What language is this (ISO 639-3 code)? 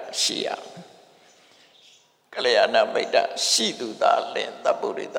mya